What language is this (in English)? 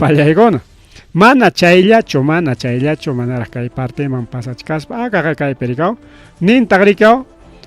Ayacucho Quechua